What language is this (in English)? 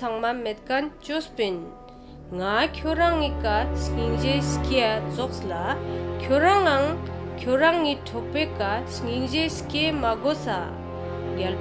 Ladakhi